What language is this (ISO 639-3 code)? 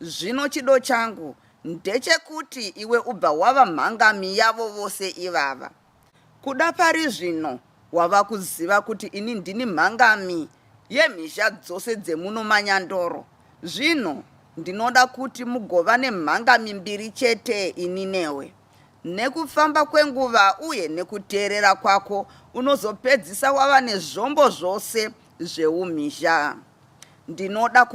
sna